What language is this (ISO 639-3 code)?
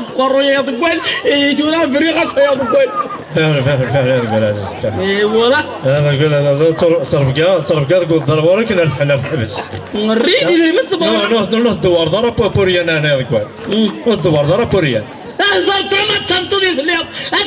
kab